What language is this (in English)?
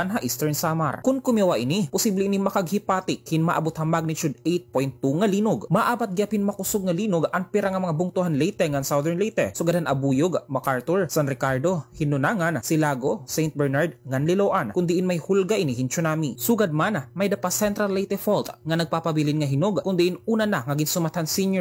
Waray